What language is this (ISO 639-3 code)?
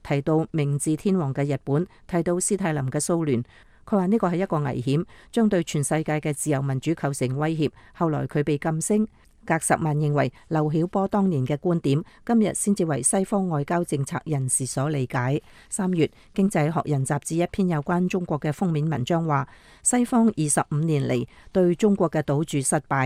yue